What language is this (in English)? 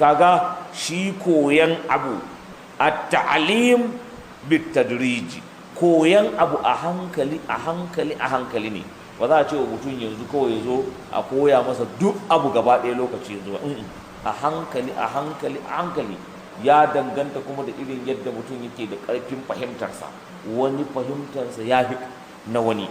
Hausa